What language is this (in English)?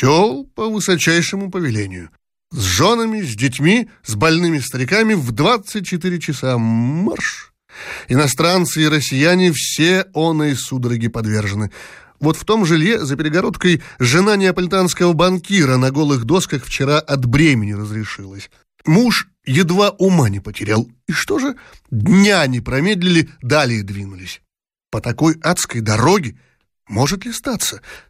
Russian